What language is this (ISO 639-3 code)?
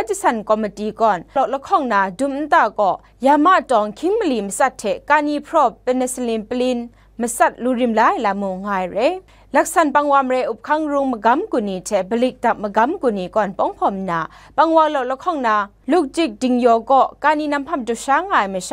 kac